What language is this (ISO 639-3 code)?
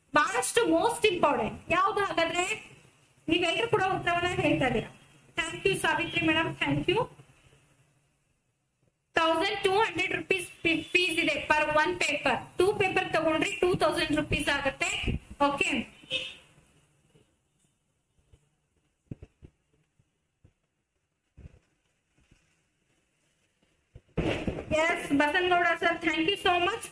kan